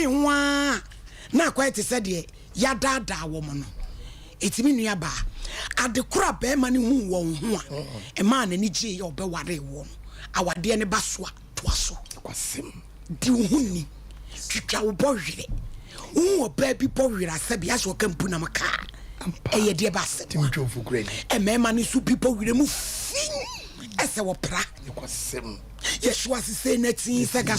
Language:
Akan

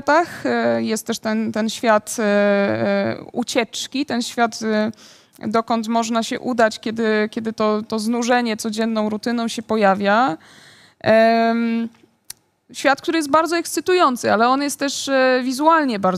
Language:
Polish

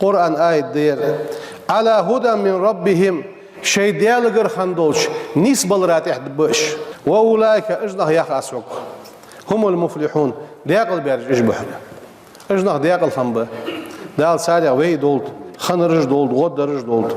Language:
Ingush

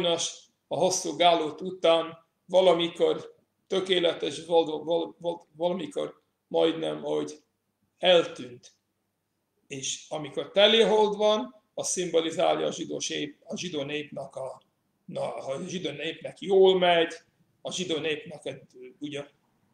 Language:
Hungarian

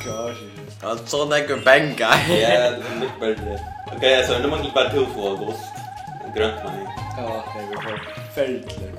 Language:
Faroese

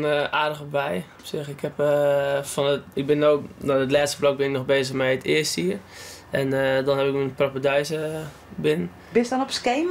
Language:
Western Frisian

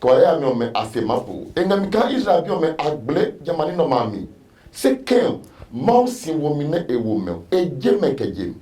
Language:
Adangme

